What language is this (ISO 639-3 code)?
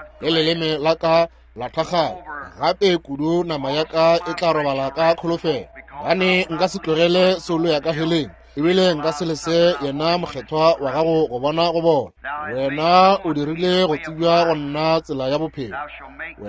nso